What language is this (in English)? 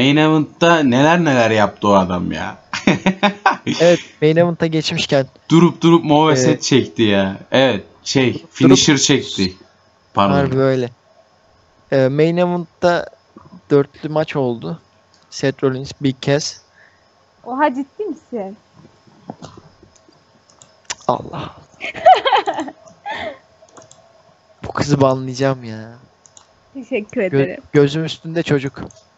Turkish